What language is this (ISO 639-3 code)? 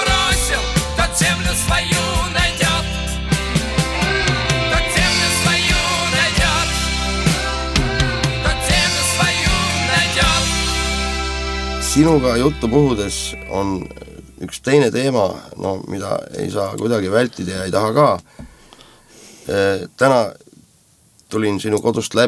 est